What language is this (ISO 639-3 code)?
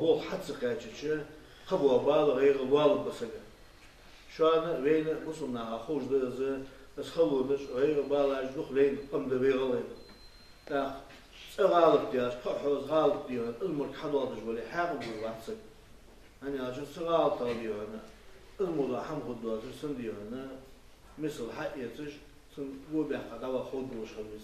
inh